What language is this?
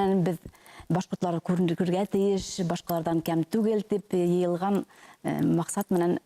Bashkir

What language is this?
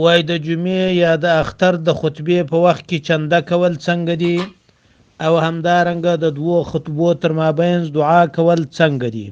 Pashto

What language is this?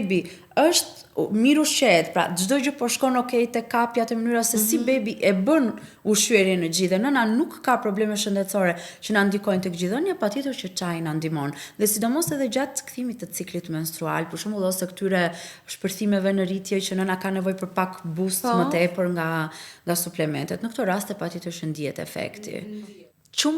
Albanian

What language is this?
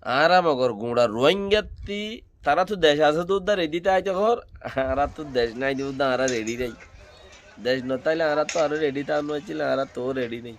Rohingya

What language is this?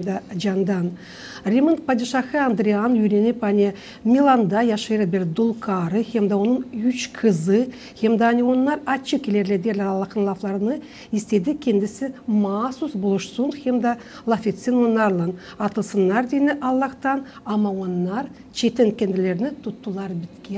Gagauz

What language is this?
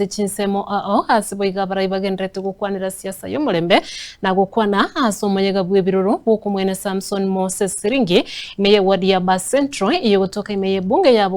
Gusii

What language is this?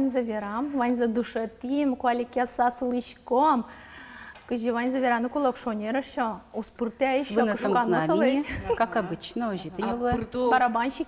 Udmurt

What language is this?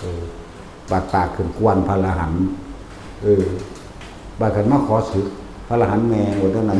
Northeastern Thai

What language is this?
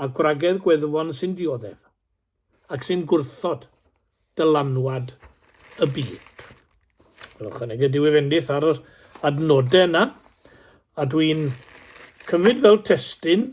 Welsh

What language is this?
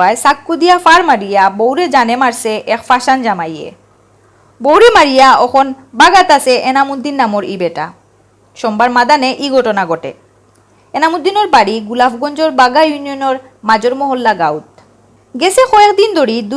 Sylheti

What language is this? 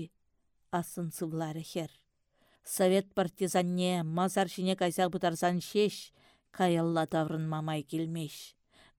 Chuvash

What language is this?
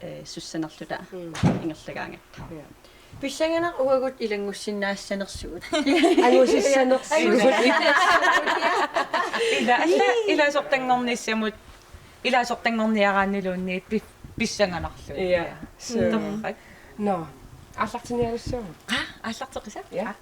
Kalaallisut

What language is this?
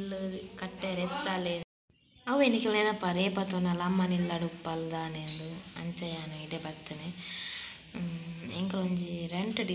Tulu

